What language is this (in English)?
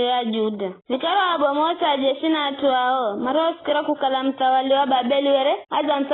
Giryama